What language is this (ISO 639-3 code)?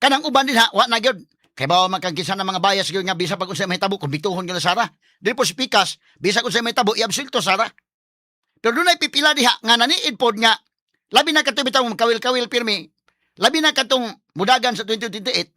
ceb